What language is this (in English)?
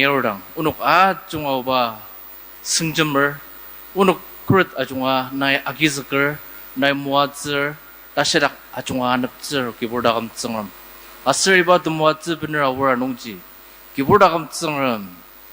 Ao Naga